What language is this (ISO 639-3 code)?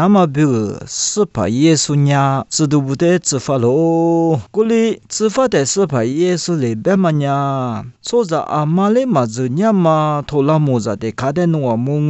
lis